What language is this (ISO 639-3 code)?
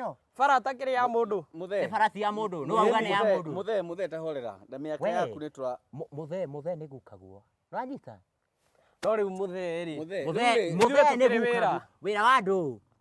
kik